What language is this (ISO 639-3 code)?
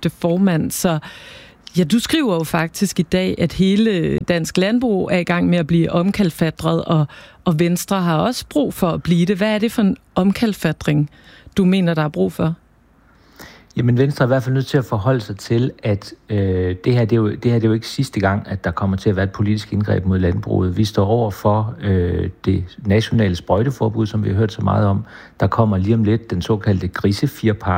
dan